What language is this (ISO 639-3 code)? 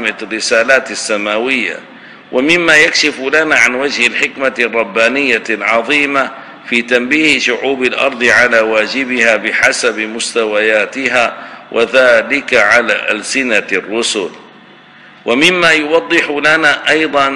ara